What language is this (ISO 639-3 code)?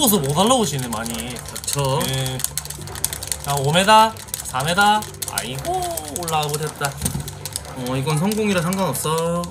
kor